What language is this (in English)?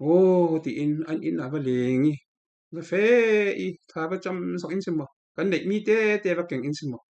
Falam Chin